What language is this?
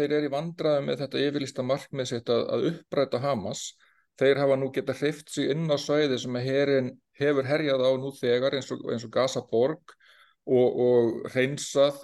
Icelandic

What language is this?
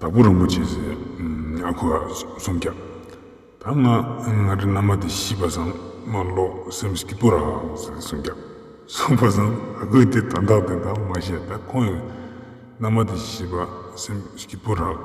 Ladakhi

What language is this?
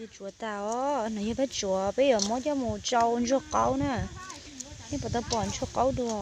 Hmong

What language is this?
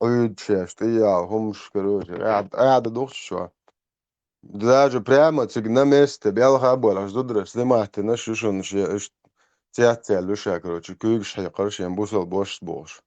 Chechen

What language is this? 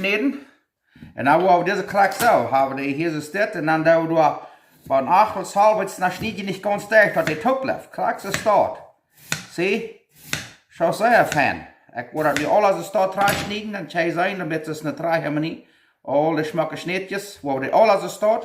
Plautdietsch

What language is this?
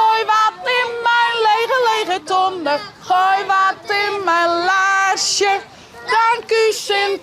Western Frisian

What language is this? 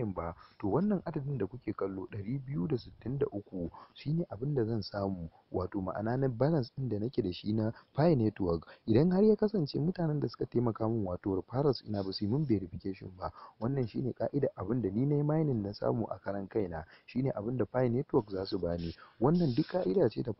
Hausa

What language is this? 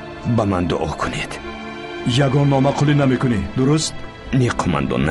Tajik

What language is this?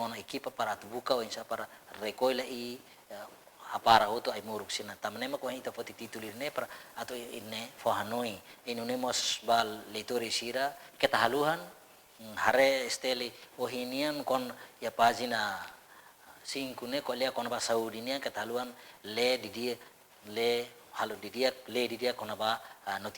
Tetum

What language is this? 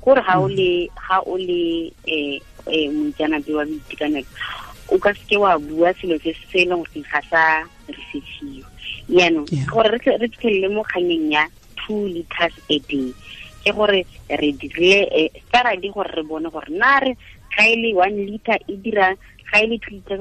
Tswana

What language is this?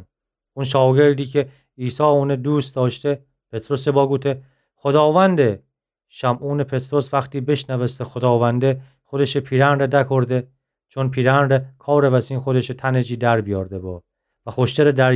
Gilaki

